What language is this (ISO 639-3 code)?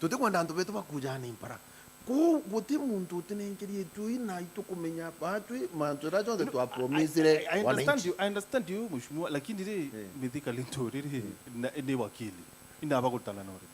mer